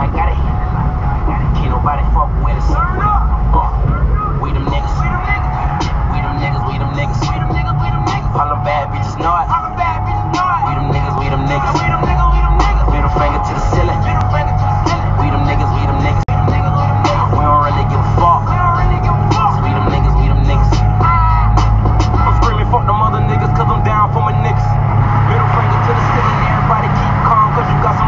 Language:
English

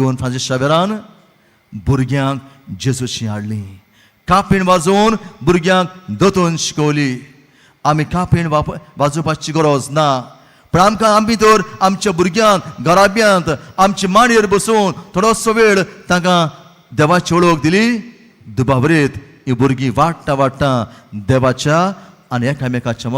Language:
Konkani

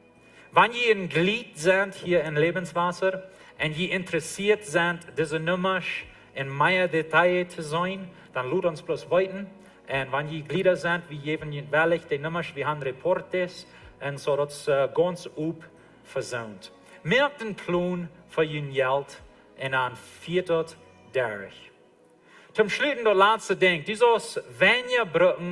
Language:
Plautdietsch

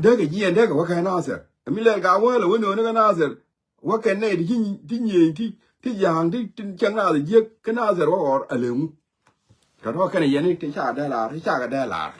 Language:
Nuer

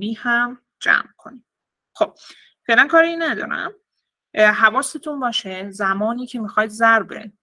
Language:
Persian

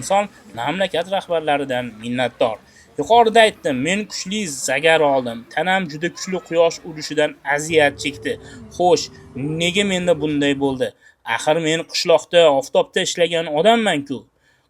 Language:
Uzbek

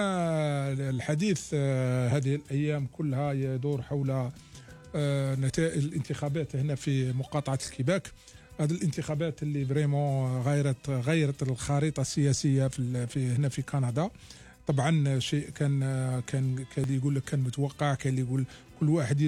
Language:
Algerian Arabic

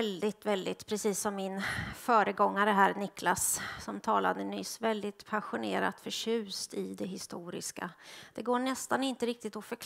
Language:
Swedish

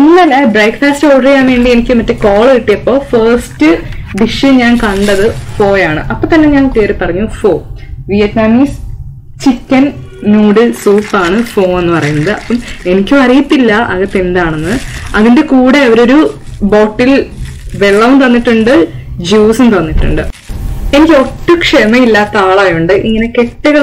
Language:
Malayalam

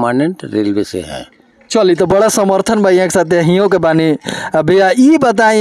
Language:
Bhojpuri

